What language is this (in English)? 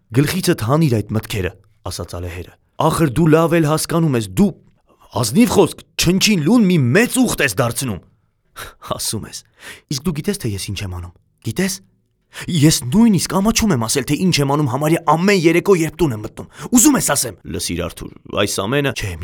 Armenian